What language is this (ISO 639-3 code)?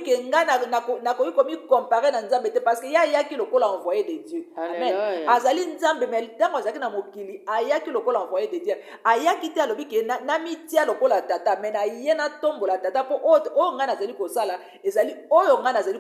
lin